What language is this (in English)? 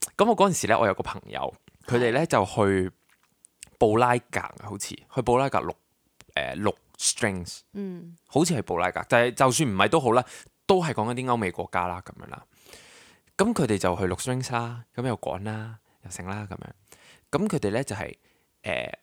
Cantonese